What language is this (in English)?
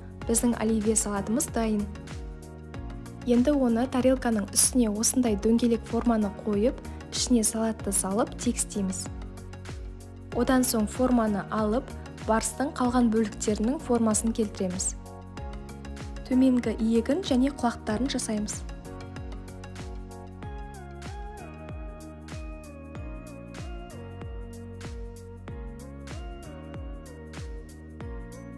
Kazakh